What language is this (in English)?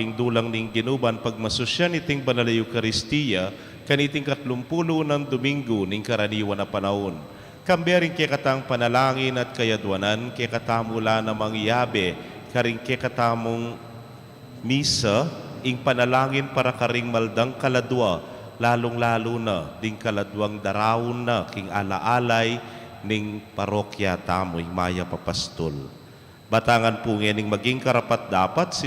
Pampanga